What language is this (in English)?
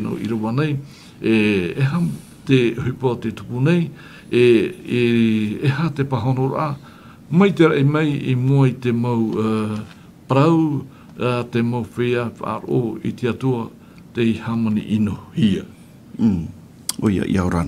Tahitian